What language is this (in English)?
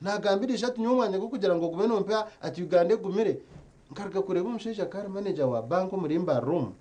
Nyankole